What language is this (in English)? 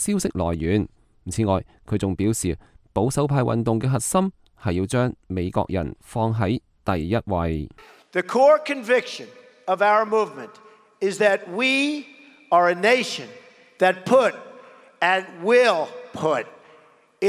Cantonese